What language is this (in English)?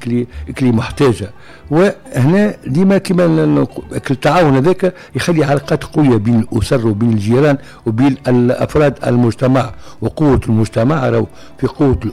Tunisian Arabic